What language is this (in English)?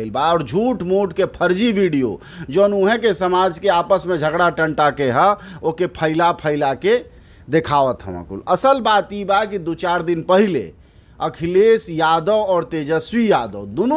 Bhojpuri